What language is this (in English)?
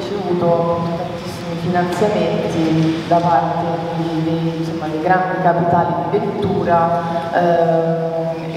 Italian